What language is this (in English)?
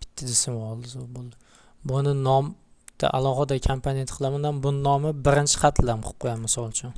Uzbek